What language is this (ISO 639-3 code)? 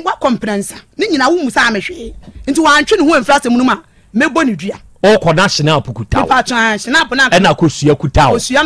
aka